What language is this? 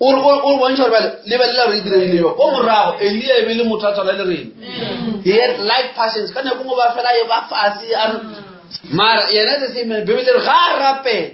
Northern Sotho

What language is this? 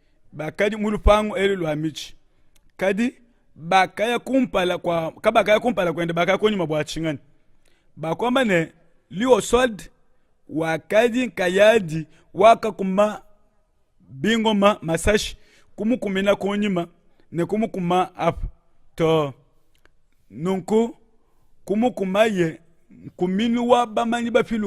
Luba-Lulua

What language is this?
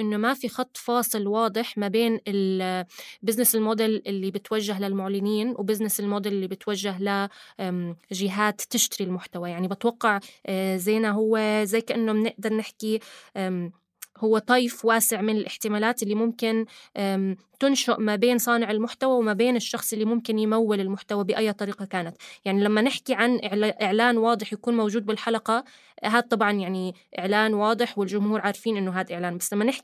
North Levantine Arabic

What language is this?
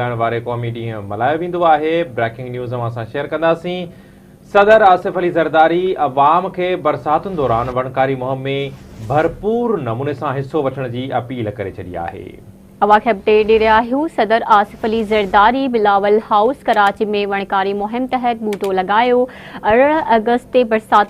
Sindhi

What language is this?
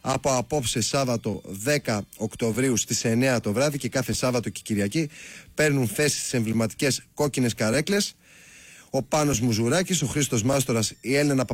Greek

